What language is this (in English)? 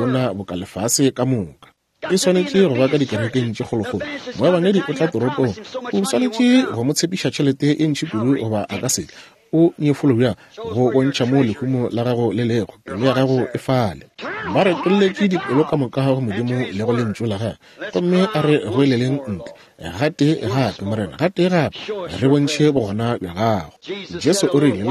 Northern Sotho